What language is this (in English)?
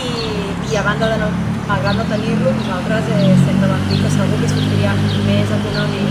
Catalan